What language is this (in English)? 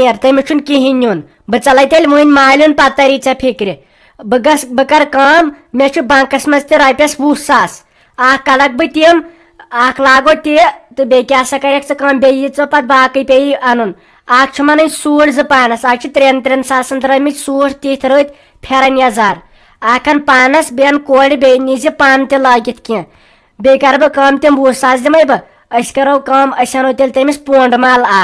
Kashmiri